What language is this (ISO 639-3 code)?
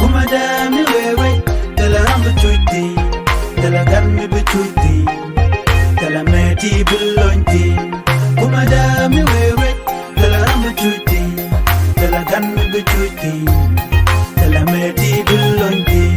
nus